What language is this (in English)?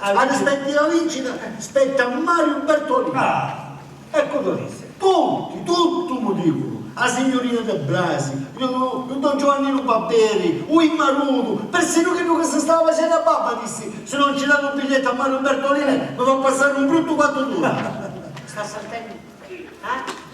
Sicilian